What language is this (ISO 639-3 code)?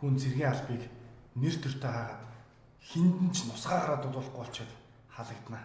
mon